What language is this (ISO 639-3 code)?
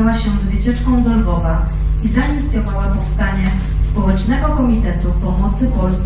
pol